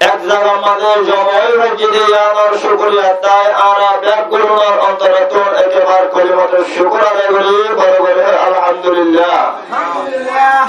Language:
Rohingya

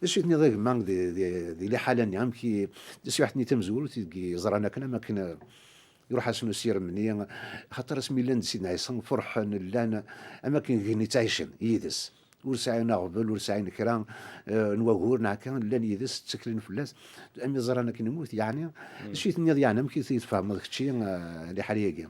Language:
Kabyle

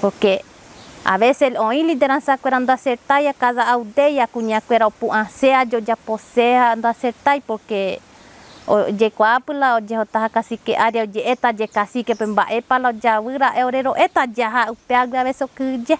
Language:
Guarani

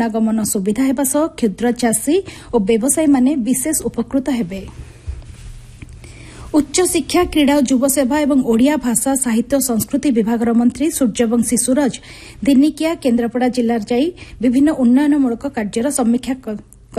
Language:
Odia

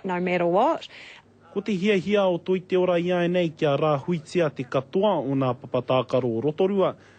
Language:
Māori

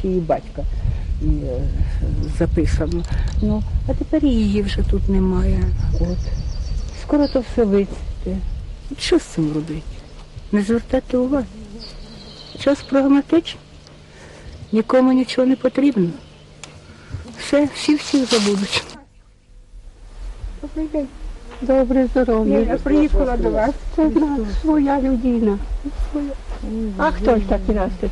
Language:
Ukrainian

